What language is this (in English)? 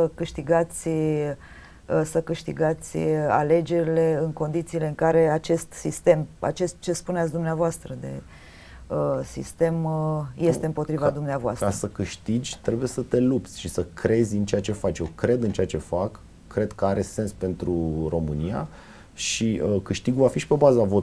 Romanian